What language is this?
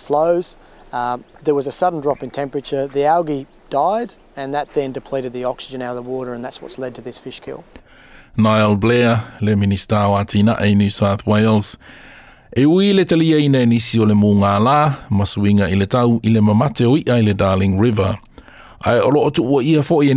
Samoan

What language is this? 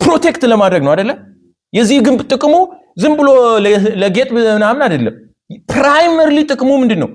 Amharic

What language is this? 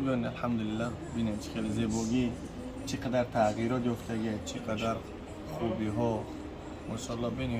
Tajik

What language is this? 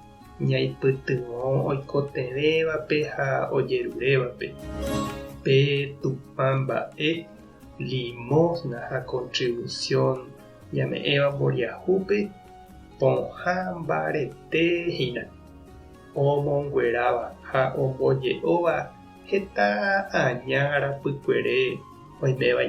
Guarani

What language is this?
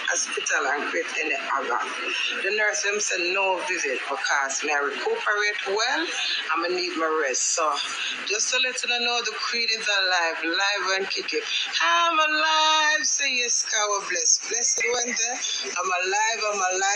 Jamaican Creole English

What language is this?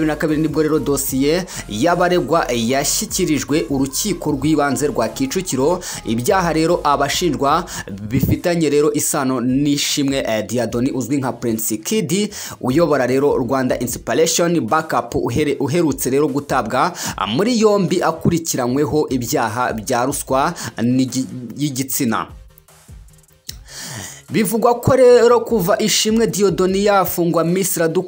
Kinyarwanda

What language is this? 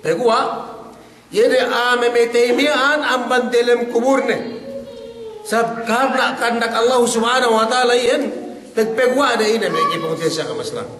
Yakan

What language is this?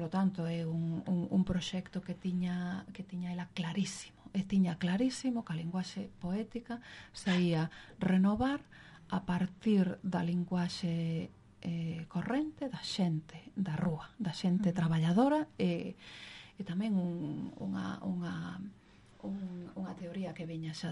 Galician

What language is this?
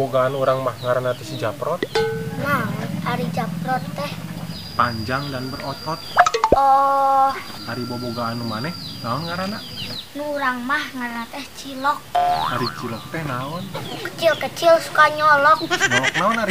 Sundanese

